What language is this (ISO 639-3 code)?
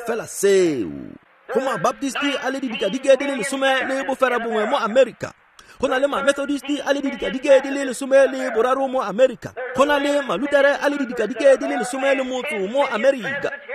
tsn